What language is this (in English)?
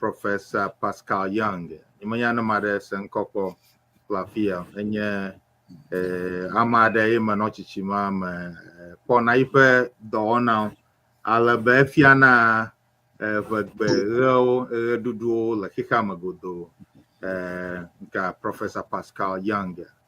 Ewe